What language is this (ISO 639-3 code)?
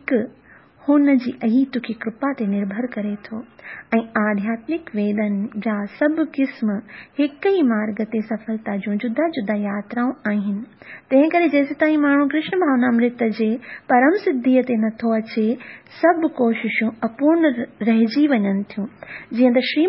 snd